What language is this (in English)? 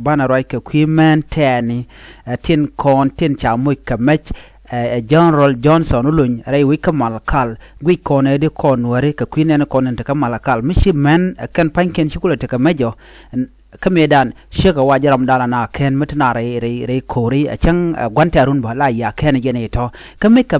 Nuer